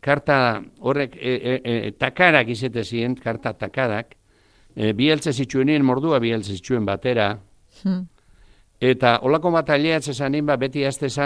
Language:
Basque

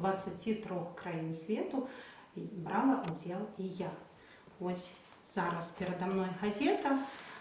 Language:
Belarusian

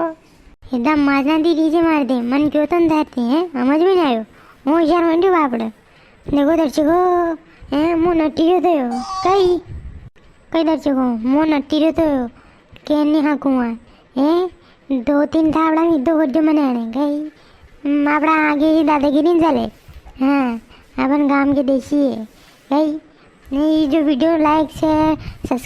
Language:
Rajasthani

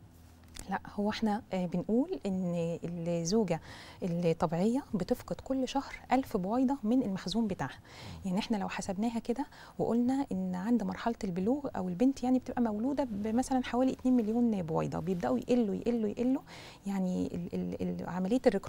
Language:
Egyptian Arabic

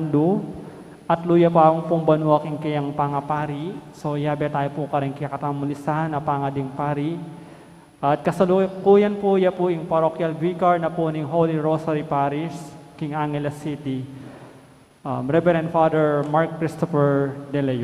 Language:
Pampanga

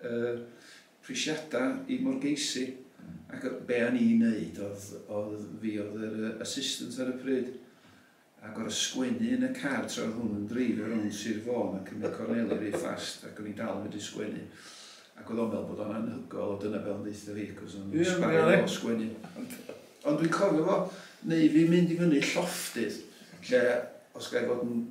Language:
Welsh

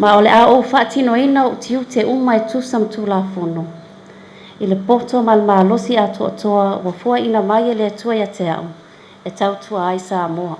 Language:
Samoan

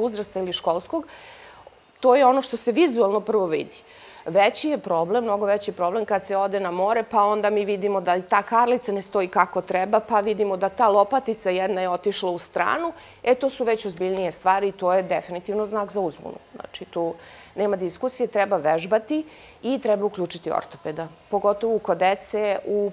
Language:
Serbian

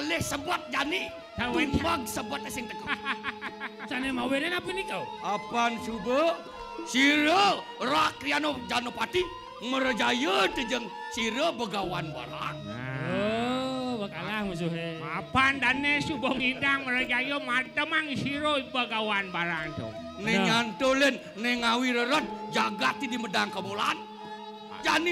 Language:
Balinese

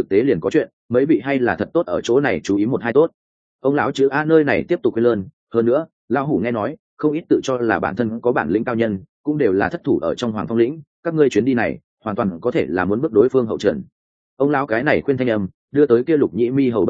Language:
Vietnamese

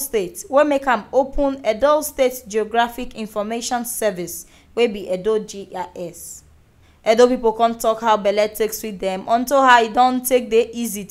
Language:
Nigerian Pidgin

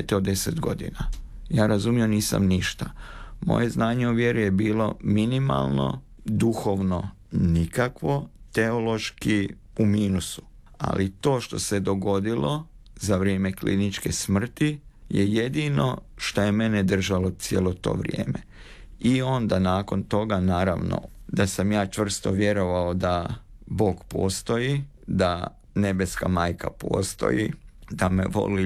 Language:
Croatian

